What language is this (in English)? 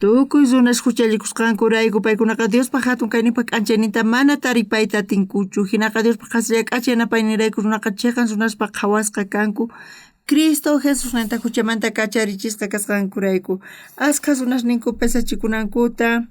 South Bolivian Quechua